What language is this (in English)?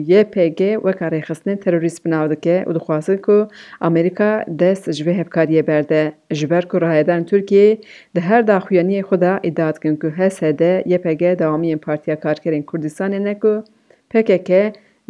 Kurdish